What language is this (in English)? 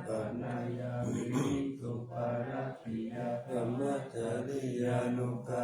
Pali